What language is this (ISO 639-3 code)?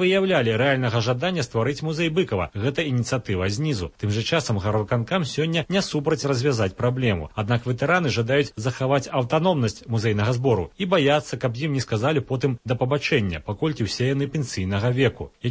bel